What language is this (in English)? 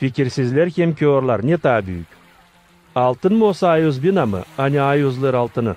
Gagauz